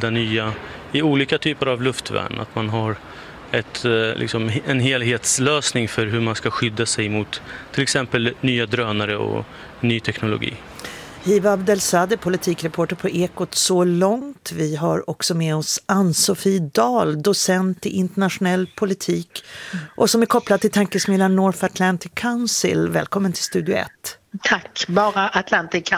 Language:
Swedish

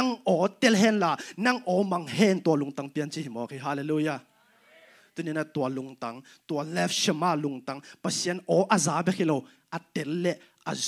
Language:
Tedim Chin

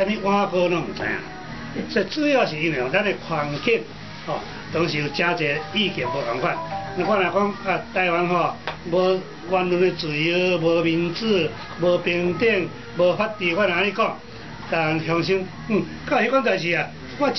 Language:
Min Nan Chinese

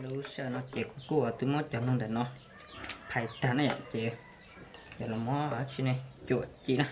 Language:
Hmong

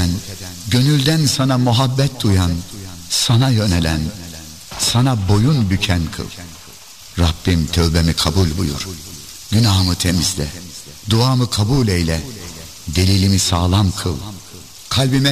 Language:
Turkish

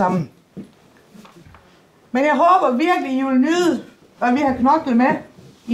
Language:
Danish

